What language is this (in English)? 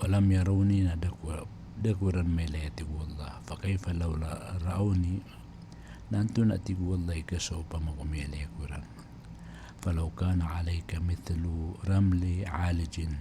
Maranao